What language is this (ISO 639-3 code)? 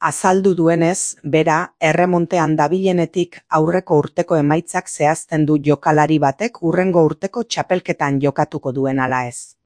eus